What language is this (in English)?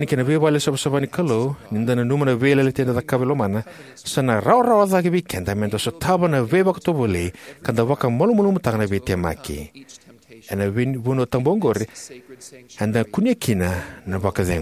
Fijian